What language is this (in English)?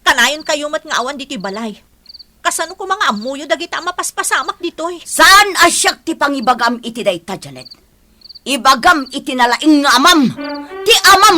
Iloko